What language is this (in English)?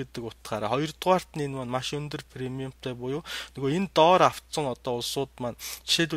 Mongolian